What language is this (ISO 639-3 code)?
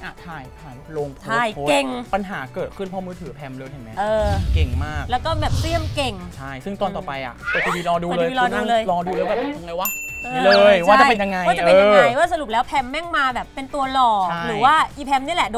tha